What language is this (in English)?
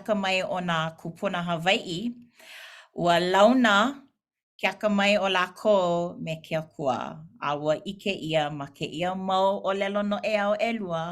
Hawaiian